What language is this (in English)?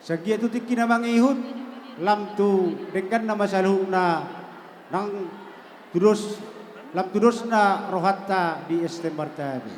Batak Toba